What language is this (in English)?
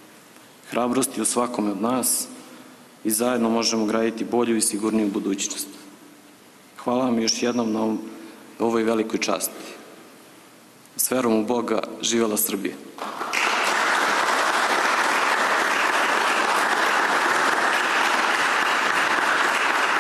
Serbian